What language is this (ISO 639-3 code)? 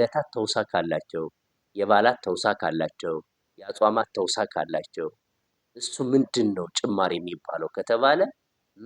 amh